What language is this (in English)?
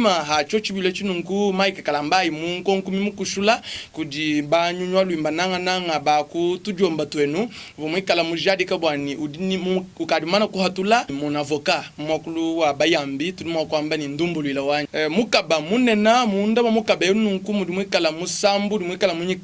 Luba-Lulua